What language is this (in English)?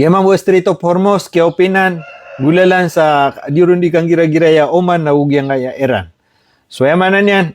Maranao